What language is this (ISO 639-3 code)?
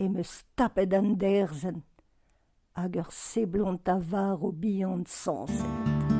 bre